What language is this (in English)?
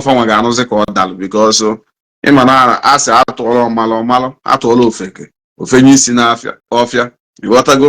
Igbo